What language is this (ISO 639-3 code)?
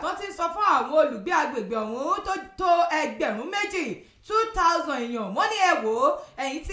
yor